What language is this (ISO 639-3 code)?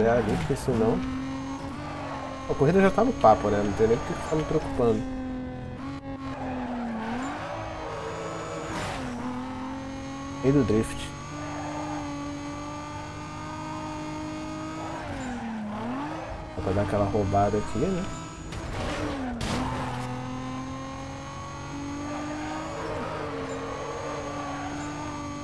por